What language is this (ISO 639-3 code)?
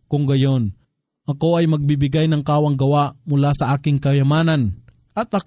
fil